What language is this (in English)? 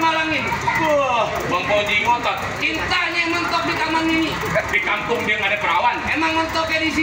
Betawi